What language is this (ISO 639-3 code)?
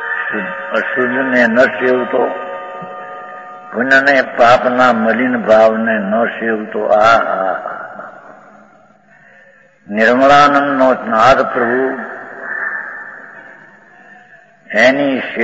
guj